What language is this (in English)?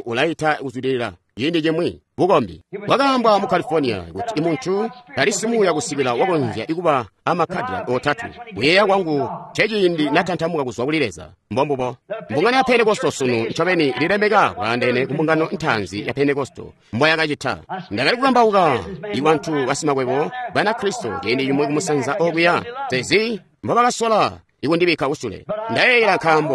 Tonga (Zambia)